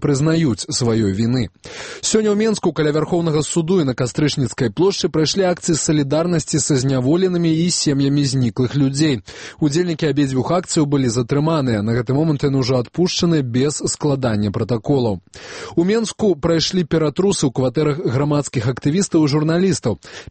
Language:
Belarusian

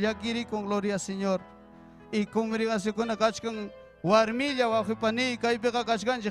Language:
Ayacucho Quechua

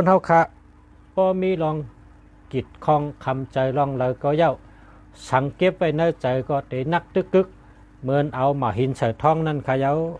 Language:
Shan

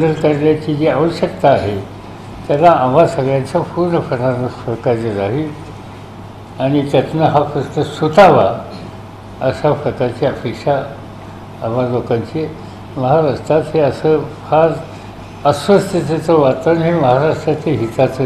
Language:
Marathi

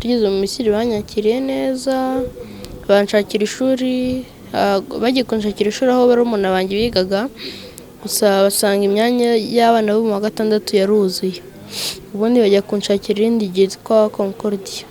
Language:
Kinyarwanda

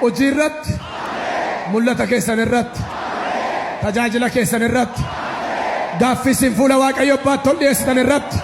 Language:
Oromo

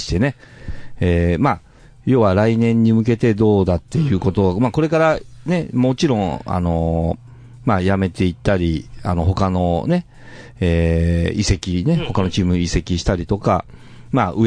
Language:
Japanese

